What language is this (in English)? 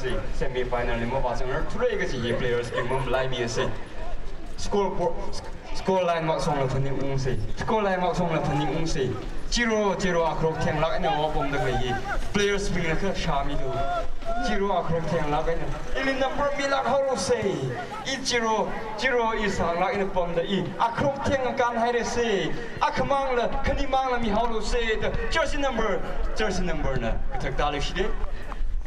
Tangkhul Naga (India)